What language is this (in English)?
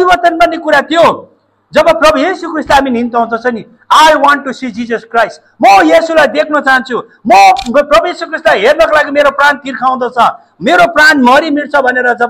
Nepali